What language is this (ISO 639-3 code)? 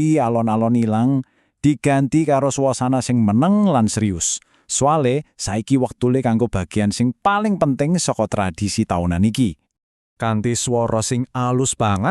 jav